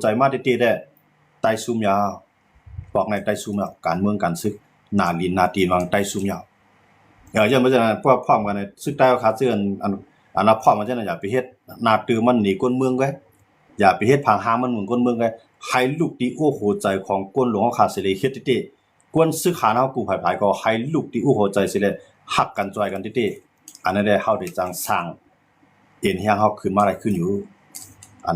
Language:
Shan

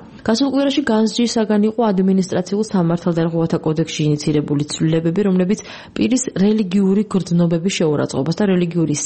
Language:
Georgian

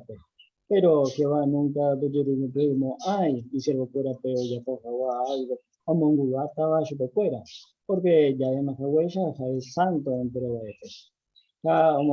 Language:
Guarani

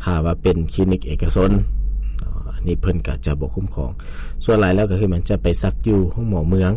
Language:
Lao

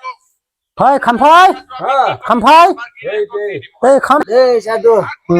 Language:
Dimasa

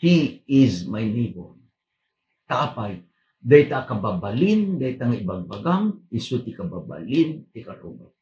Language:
Iloko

